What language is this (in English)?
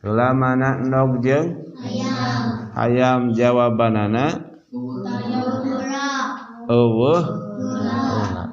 Sundanese